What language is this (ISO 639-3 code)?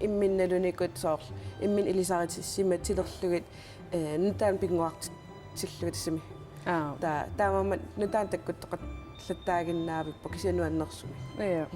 kal